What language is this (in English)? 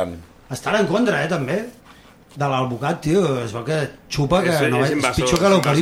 Catalan